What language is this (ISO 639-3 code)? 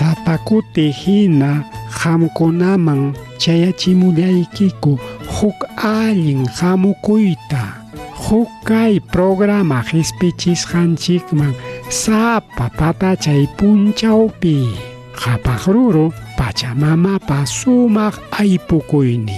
quy